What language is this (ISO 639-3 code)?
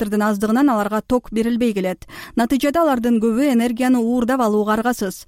kir